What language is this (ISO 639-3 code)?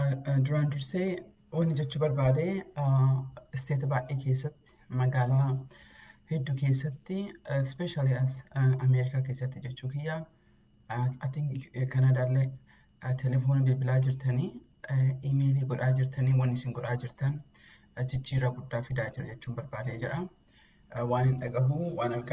orm